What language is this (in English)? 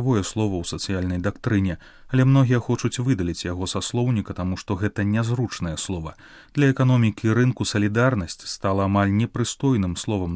Belarusian